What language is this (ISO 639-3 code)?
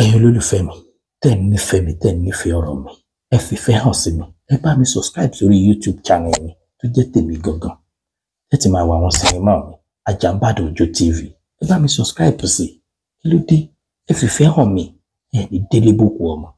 yor